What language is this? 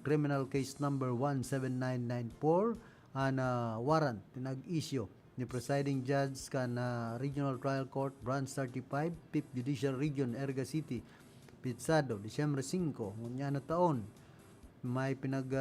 Bikol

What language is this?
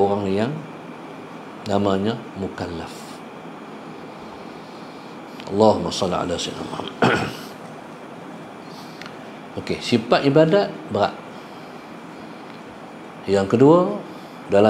Malay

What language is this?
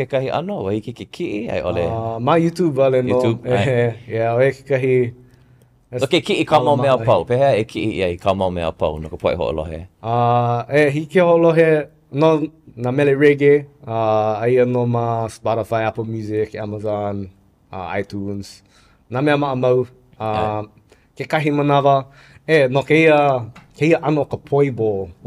Hawaiian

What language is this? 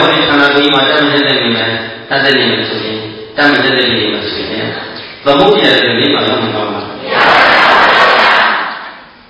Burmese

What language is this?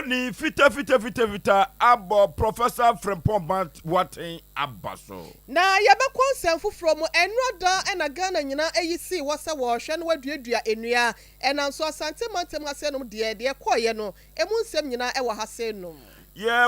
Akan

